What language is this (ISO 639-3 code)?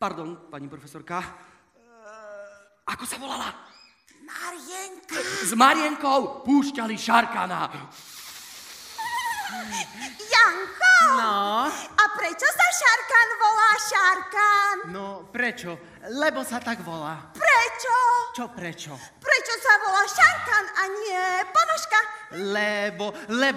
slk